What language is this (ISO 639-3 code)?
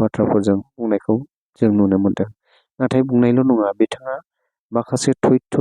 brx